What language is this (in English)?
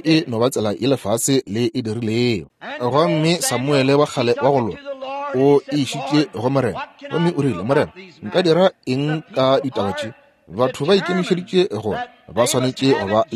Northern Sotho